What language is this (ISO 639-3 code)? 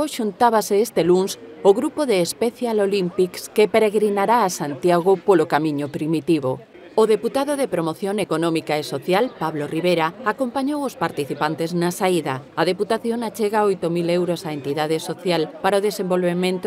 glg